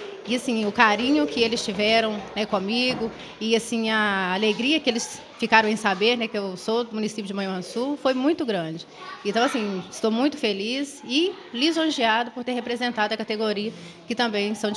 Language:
Portuguese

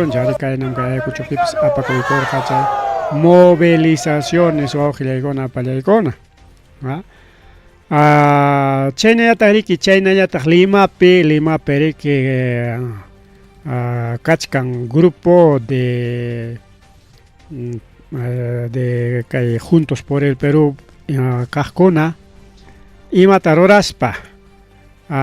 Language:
Ayacucho Quechua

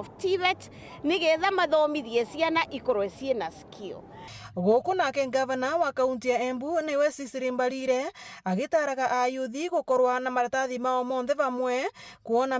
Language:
Meru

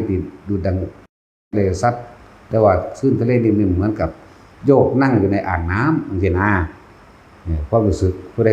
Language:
Northeastern Thai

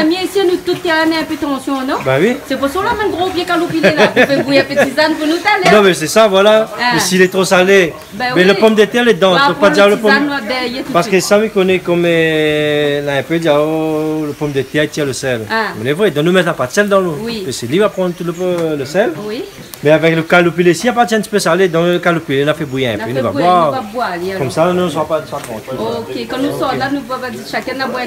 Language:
Réunion Creole French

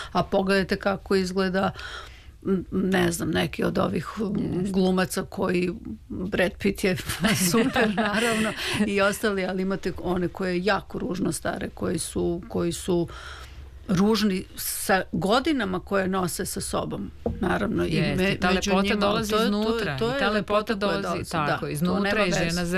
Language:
Serbian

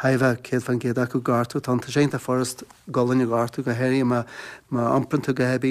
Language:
Irish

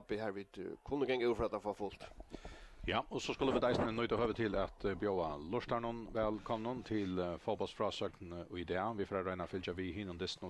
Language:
Faroese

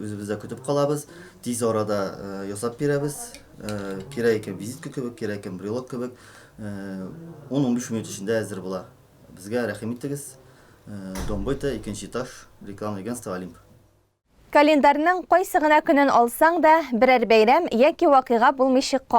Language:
Tatar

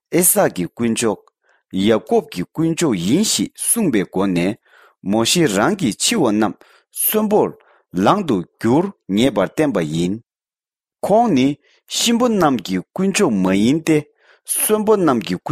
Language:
Tibetan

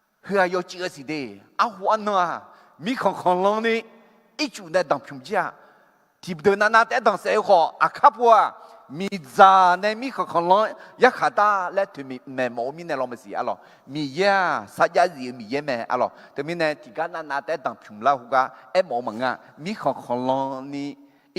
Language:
Akha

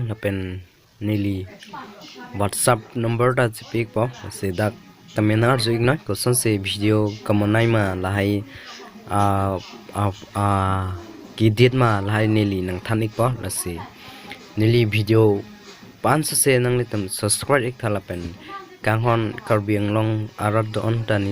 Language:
Karbi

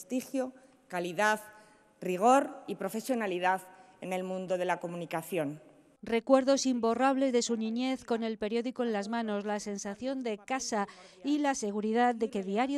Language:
Spanish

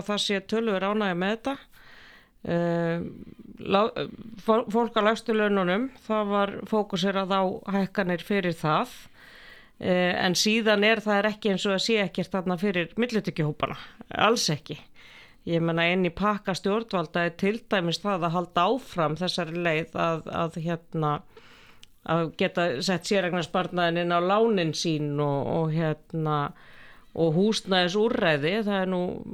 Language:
Icelandic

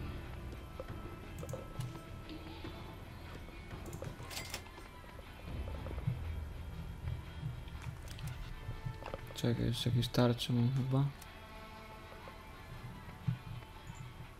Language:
Polish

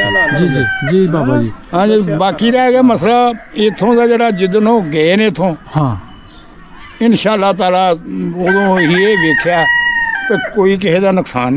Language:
Punjabi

